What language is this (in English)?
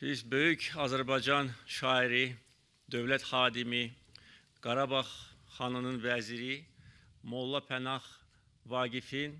Azerbaijani